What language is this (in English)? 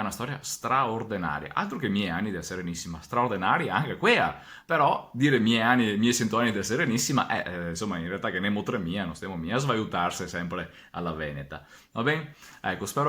Venetian